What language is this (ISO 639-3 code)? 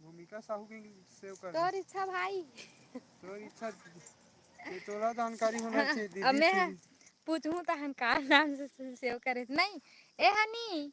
hne